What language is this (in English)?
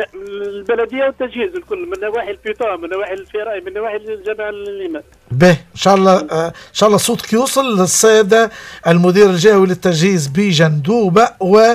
Tunisian Arabic